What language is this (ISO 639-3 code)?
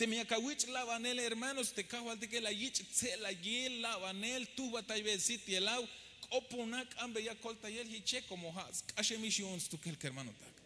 tzh